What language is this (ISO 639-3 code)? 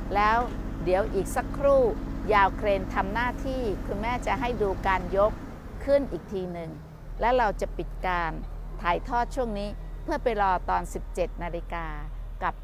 tha